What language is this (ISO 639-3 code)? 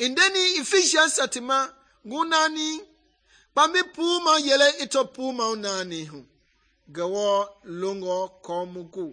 men